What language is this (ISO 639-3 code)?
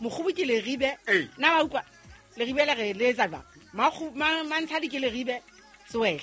sot